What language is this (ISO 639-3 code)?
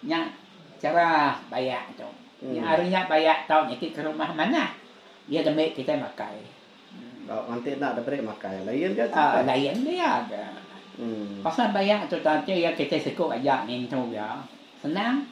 iba